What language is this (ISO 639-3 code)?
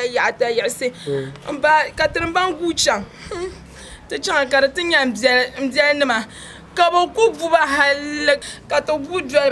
dag